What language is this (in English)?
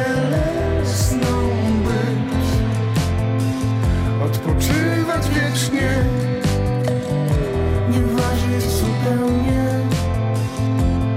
Polish